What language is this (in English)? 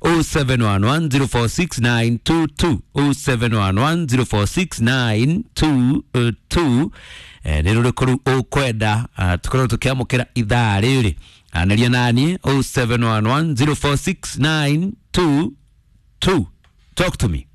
Kikuyu